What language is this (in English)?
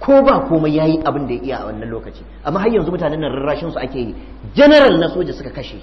Hausa